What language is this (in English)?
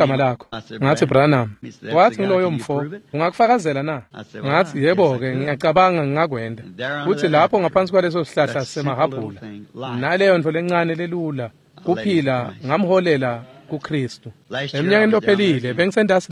Swati